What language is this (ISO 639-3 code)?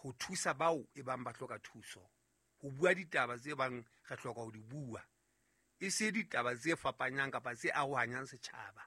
sot